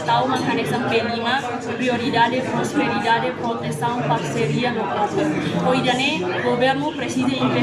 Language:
Tetum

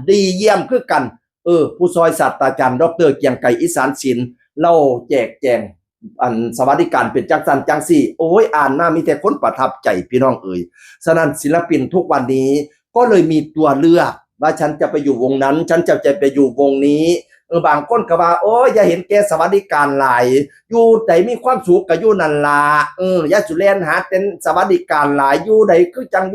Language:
Northeastern Thai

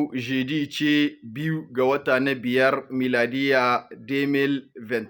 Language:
Hausa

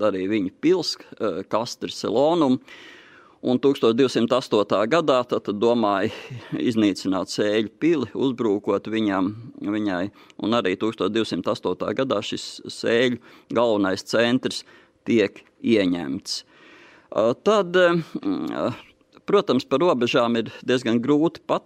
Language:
Latvian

